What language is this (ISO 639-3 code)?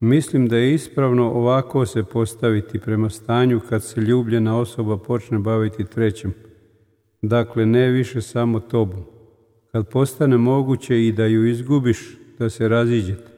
srp